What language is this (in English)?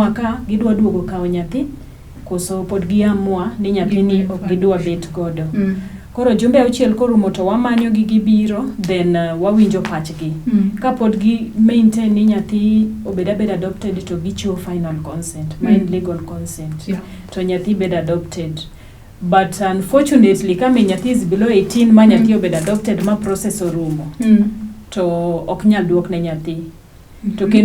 Luo (Kenya and Tanzania)